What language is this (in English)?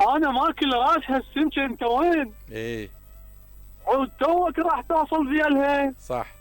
Mesopotamian Arabic